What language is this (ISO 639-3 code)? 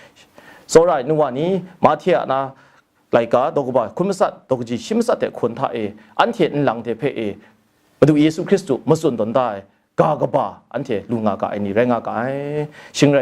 kac